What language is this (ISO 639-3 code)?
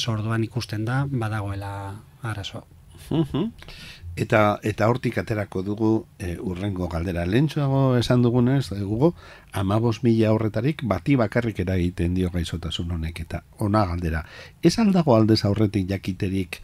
eus